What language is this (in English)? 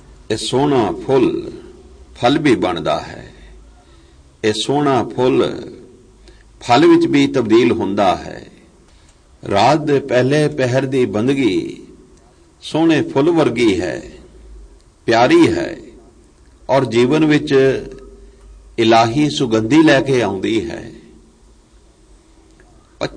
Punjabi